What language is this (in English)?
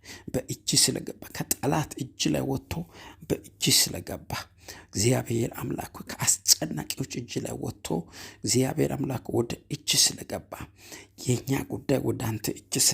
Amharic